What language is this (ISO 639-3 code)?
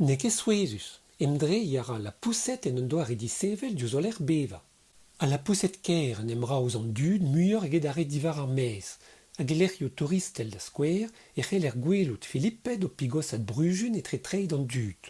bre